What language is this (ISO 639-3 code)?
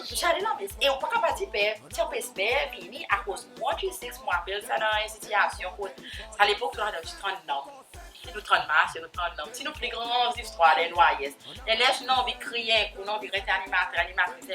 crs